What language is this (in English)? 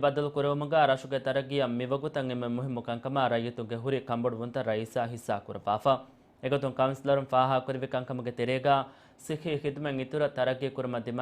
Divehi